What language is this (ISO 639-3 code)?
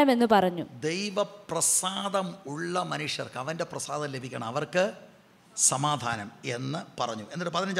mal